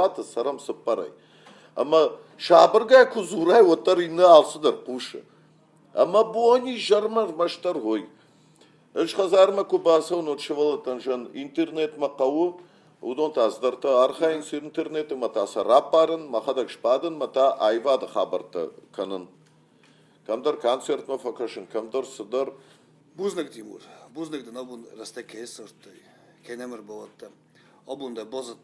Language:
Ossetic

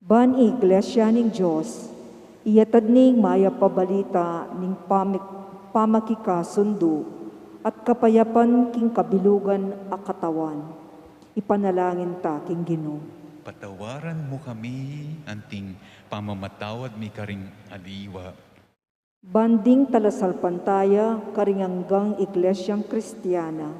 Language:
Pampanga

